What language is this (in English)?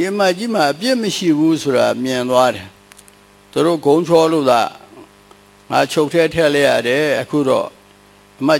Burmese